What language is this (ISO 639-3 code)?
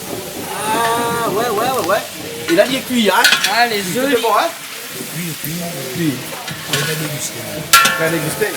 rcf